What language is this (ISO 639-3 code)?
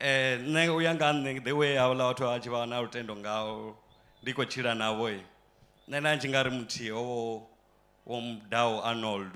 ven